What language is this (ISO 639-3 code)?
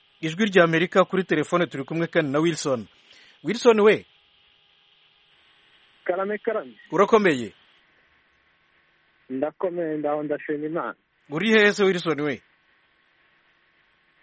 kin